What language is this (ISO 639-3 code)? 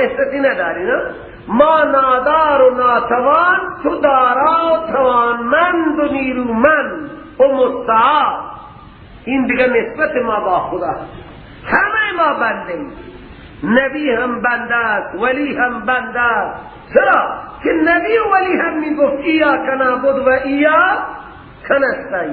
fas